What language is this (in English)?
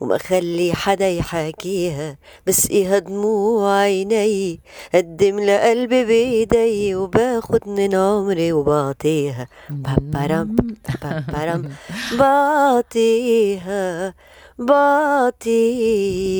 North Levantine Arabic